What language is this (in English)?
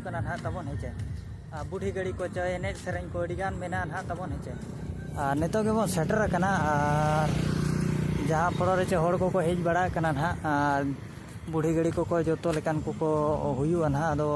Santali